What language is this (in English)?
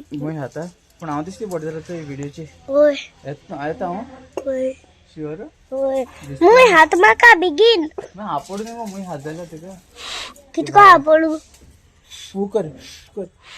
Konkani